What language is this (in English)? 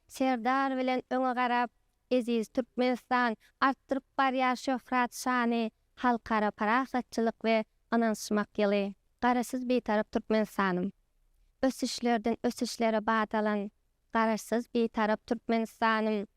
Turkmen